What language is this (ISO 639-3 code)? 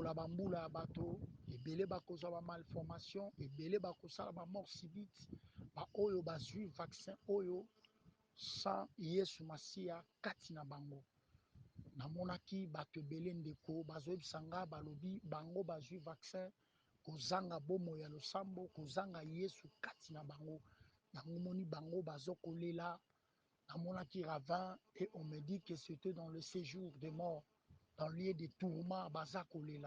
lin